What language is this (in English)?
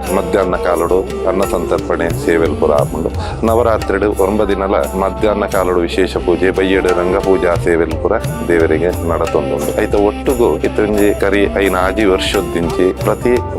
Tulu